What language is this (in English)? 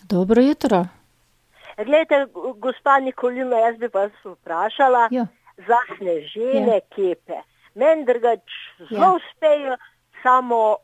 Slovenian